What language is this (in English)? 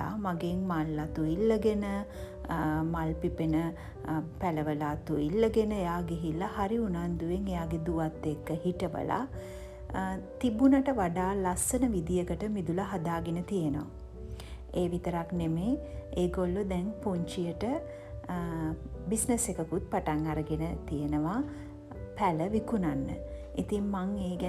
Sinhala